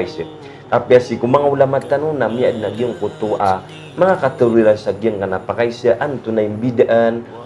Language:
Maranao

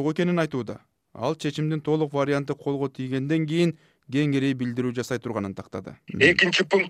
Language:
Kyrgyz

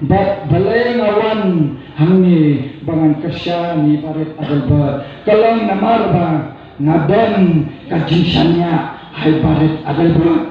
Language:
Khasi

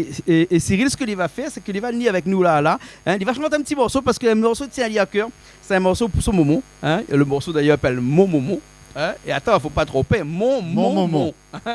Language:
Réunion Creole French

